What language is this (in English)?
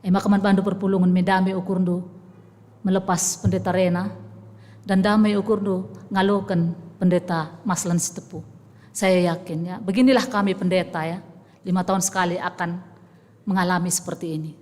Batak Karo